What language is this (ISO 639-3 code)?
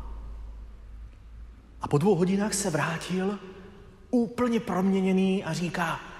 ces